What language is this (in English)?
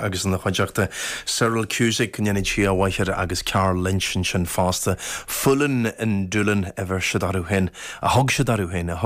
Irish